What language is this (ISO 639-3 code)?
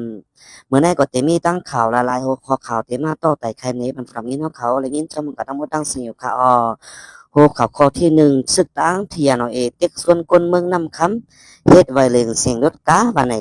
shn